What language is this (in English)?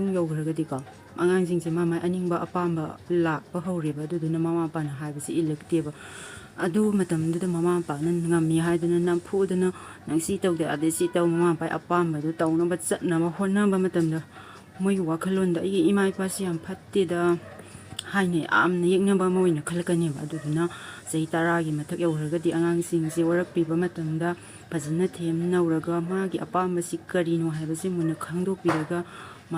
Manipuri